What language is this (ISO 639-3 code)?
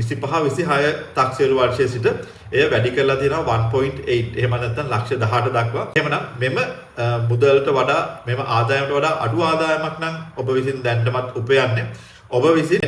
sin